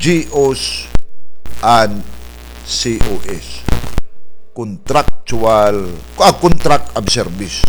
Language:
Waray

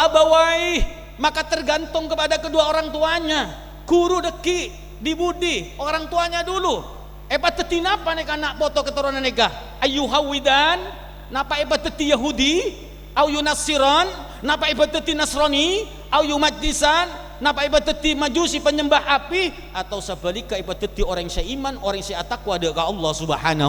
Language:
Madurese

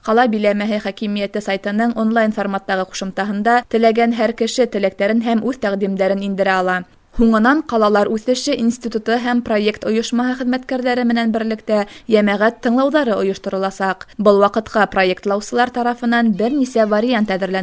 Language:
Bashkir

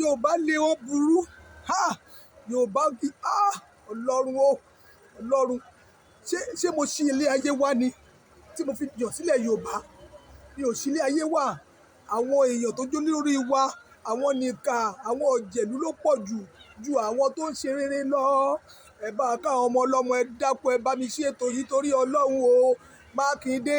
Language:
Yoruba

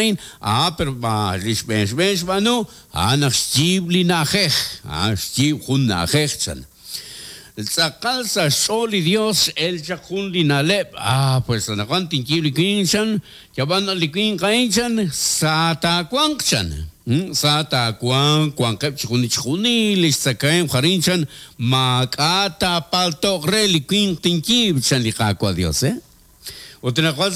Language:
Kekchí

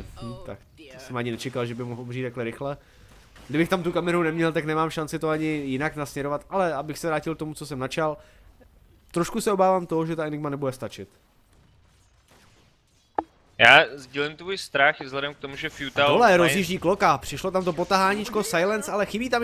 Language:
Czech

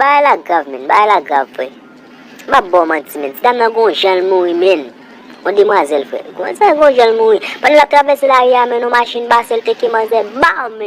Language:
Haitian Creole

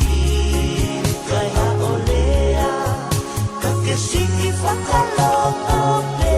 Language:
Tongan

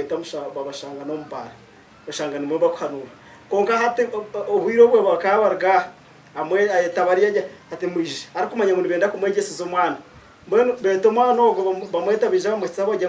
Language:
Nyankole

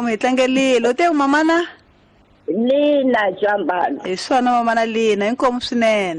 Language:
Tsonga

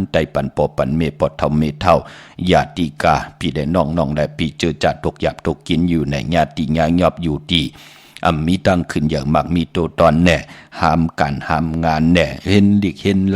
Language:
Shan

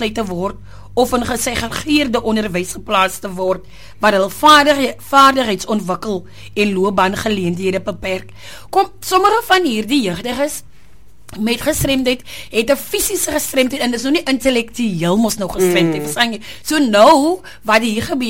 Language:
Afrikaans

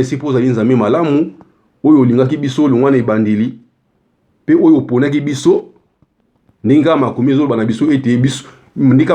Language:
Lingala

